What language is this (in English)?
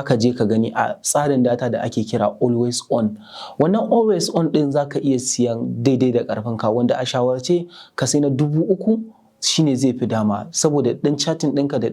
Hausa